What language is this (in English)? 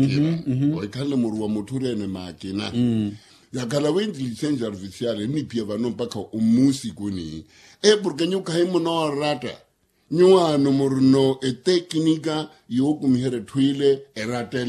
Makhuwa